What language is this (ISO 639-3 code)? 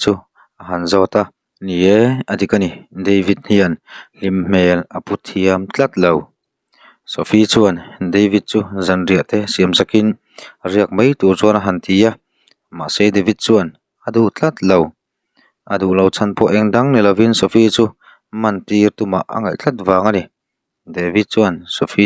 lus